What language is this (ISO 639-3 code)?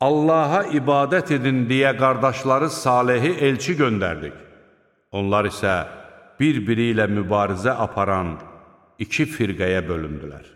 aze